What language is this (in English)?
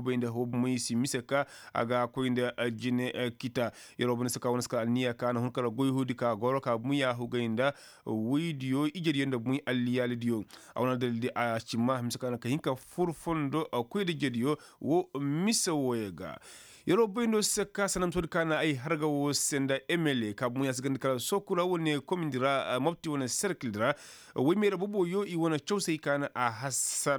Koyraboro Senni